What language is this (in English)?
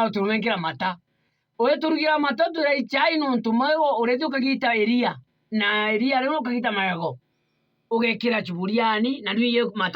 Meru